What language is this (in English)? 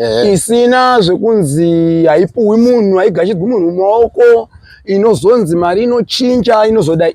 Shona